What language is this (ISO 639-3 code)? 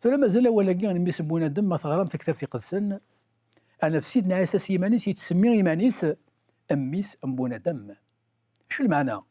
kab